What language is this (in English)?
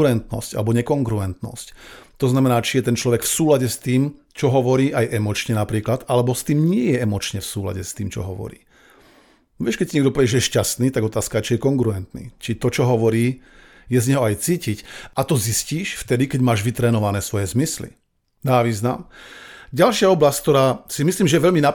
Slovak